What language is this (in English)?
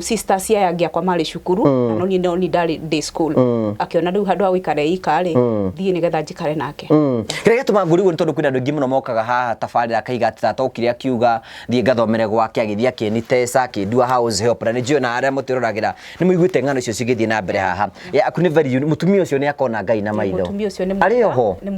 Kikuyu